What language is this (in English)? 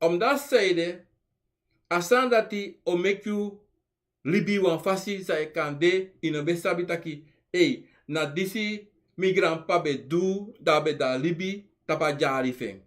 Sranan Tongo